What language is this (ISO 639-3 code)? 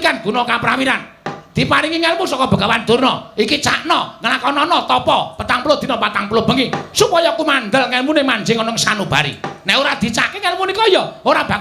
jav